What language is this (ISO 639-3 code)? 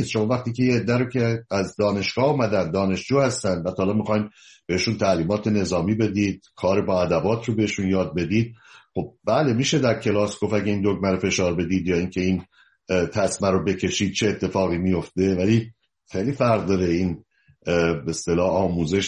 fas